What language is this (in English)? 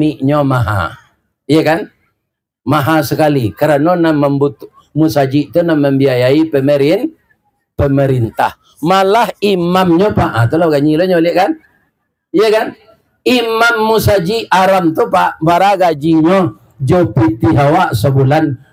Minangkabau